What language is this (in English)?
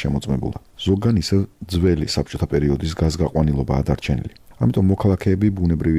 Georgian